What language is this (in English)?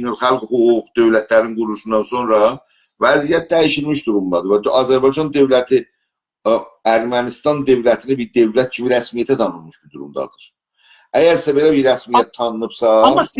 South Azerbaijani